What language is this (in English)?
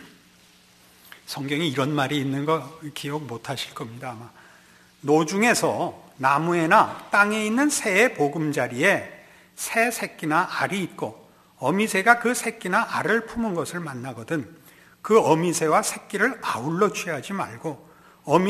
Korean